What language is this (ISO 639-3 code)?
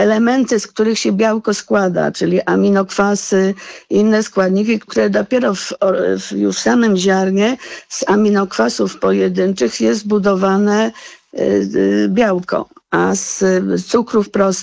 pol